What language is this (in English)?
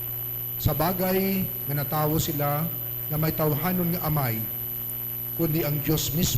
Hiligaynon